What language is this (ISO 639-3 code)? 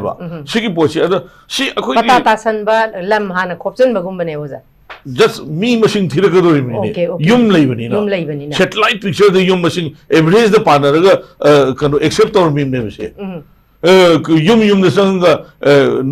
mni